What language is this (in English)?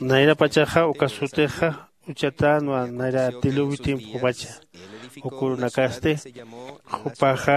Aymara